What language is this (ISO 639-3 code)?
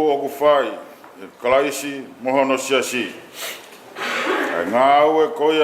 ton